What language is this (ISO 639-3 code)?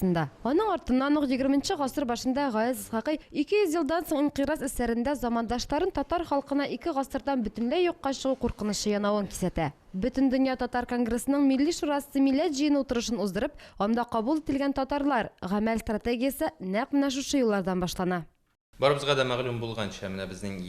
tat